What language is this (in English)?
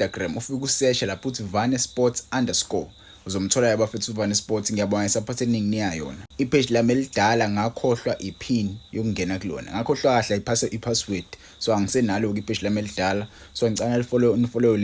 Zulu